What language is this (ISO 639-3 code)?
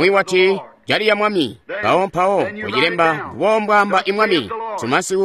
toi